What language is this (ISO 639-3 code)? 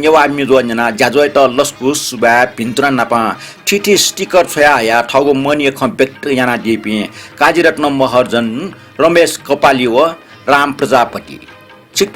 new